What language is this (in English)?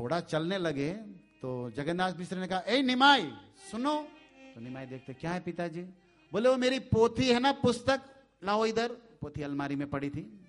Hindi